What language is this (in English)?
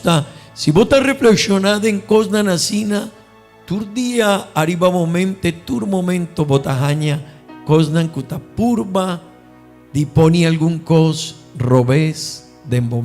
Papiamento